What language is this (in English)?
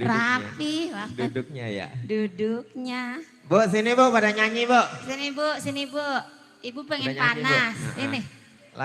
Betawi